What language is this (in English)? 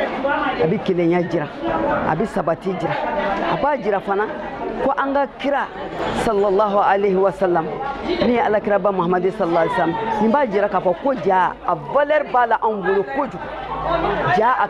Bambara